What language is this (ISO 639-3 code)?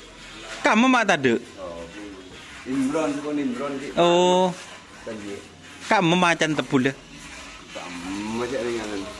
mad